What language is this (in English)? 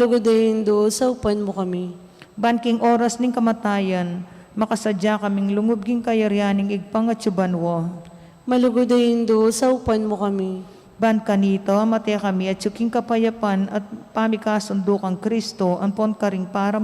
Pampanga